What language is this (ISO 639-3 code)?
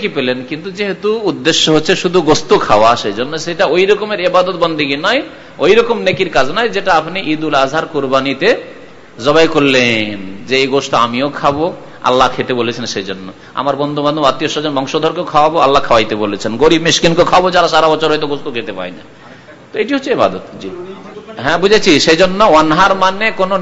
ben